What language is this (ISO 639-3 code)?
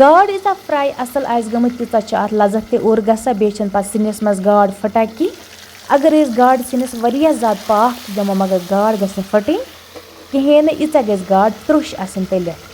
kas